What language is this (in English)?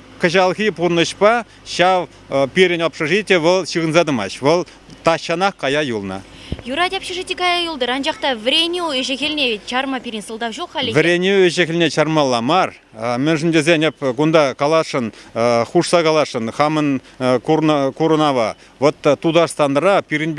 Chuvash